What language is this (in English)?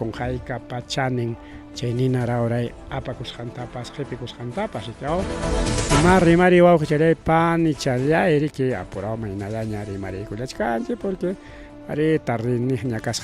Ayacucho Quechua